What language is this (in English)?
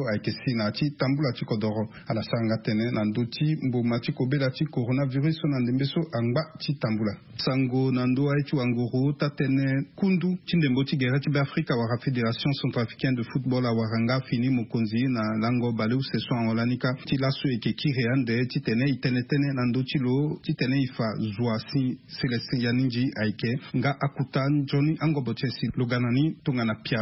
Sango